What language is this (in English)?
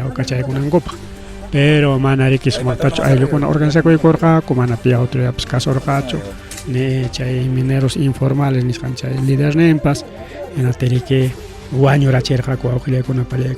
Ayacucho Quechua